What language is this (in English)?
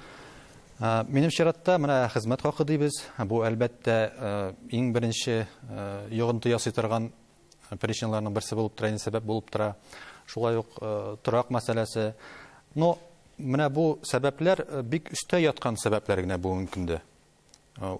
Tatar